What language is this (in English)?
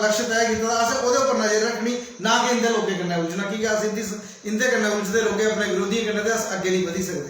Dogri